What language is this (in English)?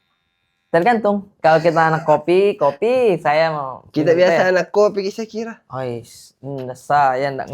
Makassar Malay